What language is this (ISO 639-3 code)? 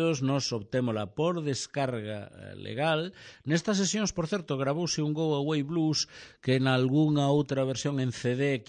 glg